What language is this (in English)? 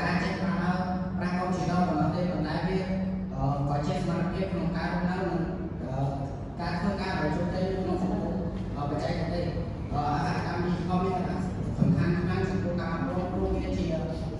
Khmer